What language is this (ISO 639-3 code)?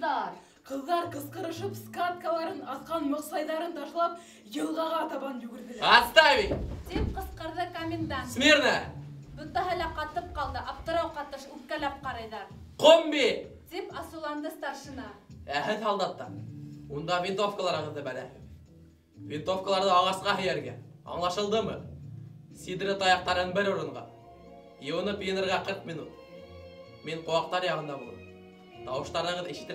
bak